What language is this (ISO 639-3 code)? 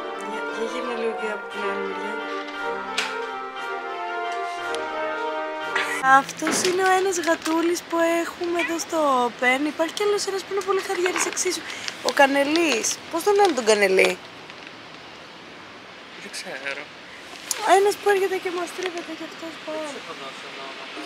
ell